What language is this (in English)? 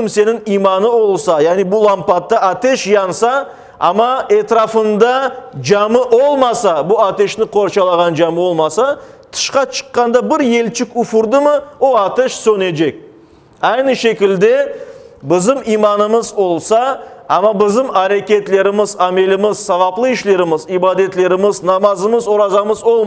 Crimean Tatar